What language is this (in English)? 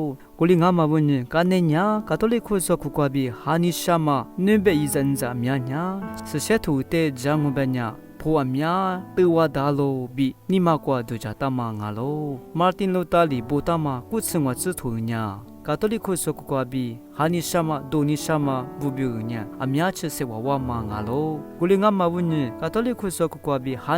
Lisu